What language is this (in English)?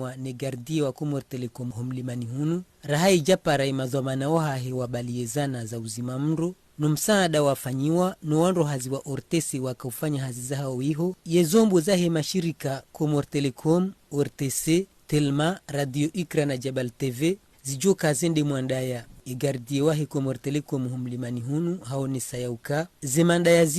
Ngazidja Comorian